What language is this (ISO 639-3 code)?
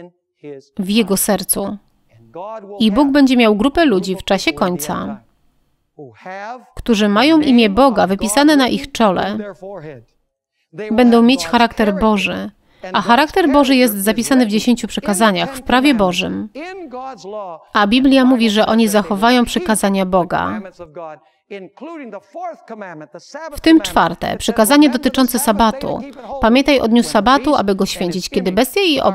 pol